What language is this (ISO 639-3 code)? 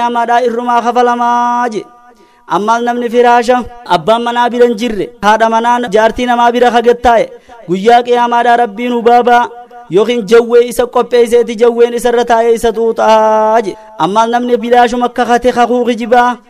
orm